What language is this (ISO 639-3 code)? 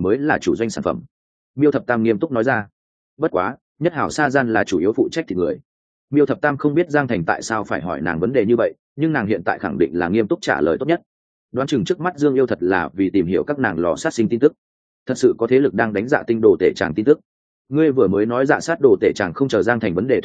vie